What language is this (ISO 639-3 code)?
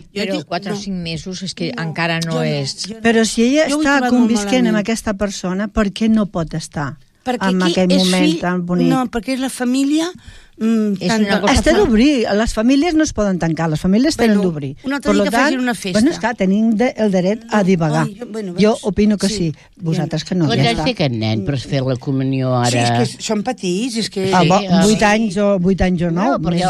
cat